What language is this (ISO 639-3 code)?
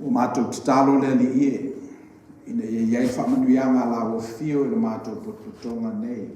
smo